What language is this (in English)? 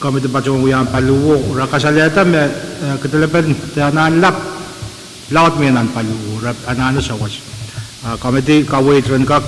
Pohnpeian